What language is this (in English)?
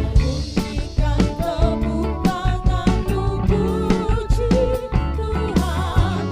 Ambonese Malay